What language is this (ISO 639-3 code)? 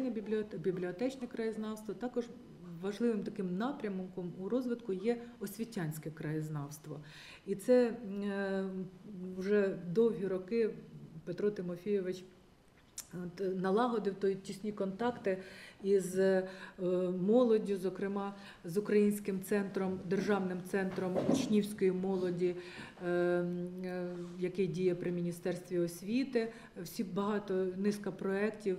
ukr